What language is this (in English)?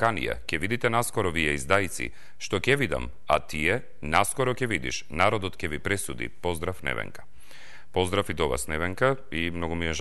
Macedonian